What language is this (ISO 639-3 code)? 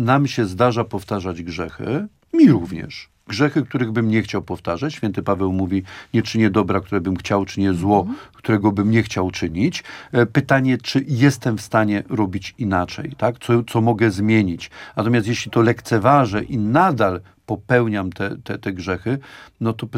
pol